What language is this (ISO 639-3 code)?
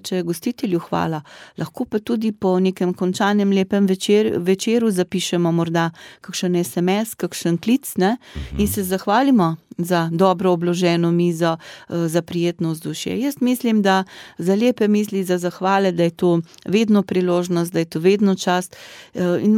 slv